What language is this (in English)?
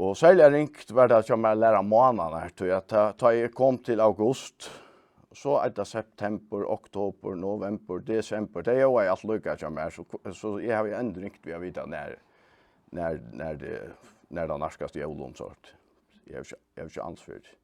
Faroese